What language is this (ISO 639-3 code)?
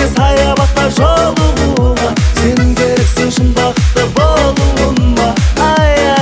kaz